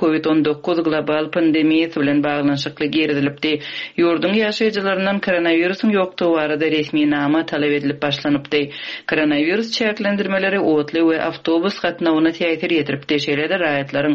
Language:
Turkmen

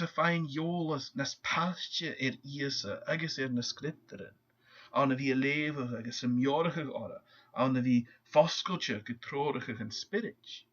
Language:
Scottish Gaelic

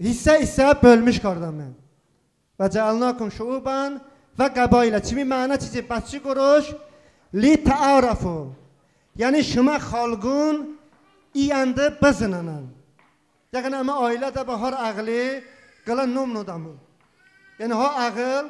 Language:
Talysh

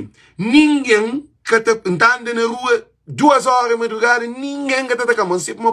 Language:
Kabuverdianu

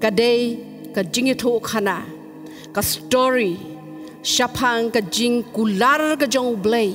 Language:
Khasi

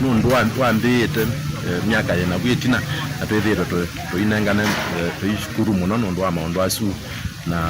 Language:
Kamba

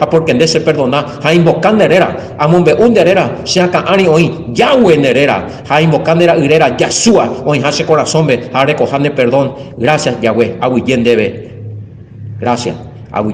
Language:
Guarani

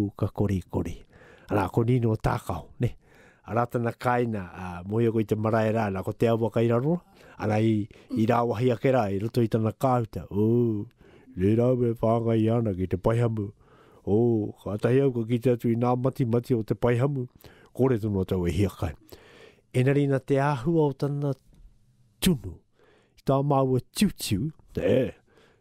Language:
Māori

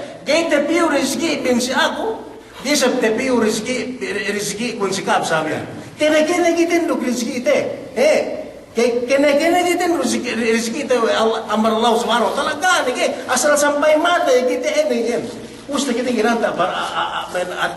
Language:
Yakan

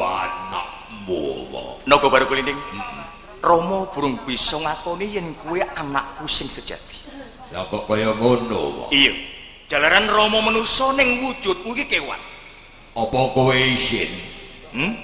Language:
Javanese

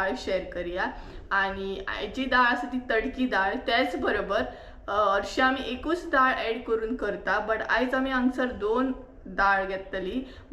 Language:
Konkani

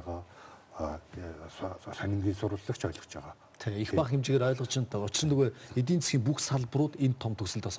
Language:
Mongolian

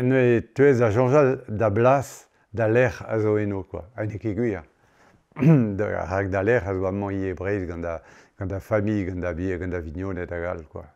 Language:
Breton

